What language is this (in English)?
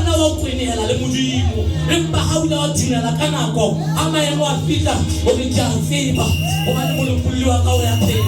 Southern Sotho